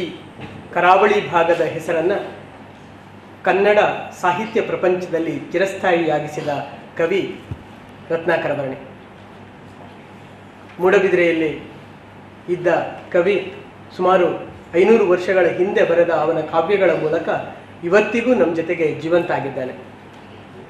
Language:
Kannada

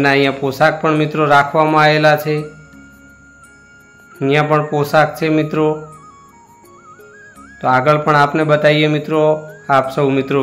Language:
Gujarati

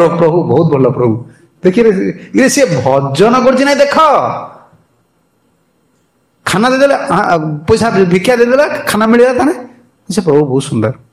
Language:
Odia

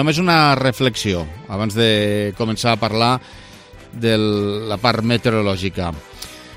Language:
Catalan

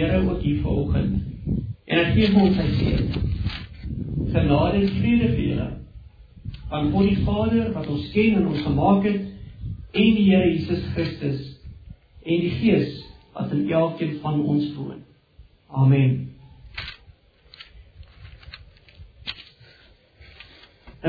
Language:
Afrikaans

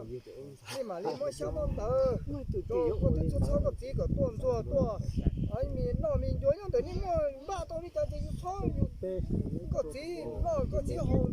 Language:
Hmong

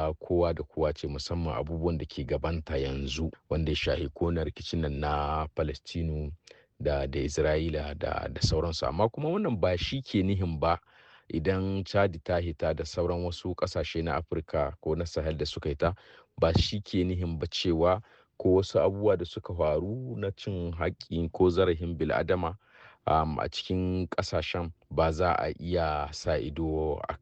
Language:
Hausa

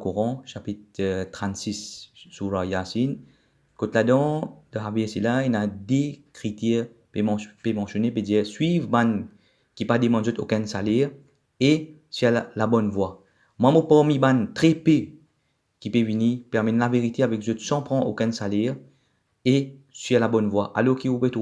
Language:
Morisyen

